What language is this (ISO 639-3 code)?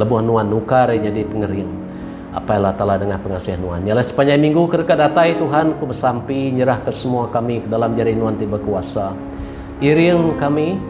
iba